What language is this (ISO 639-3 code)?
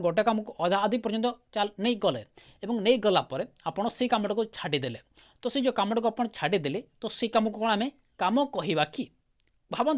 ori